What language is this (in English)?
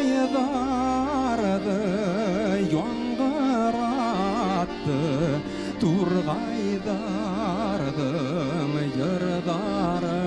Bashkir